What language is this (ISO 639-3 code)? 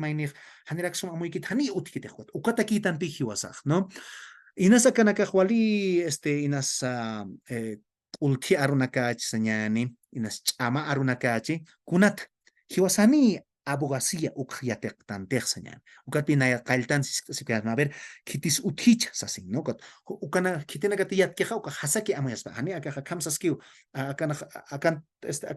aym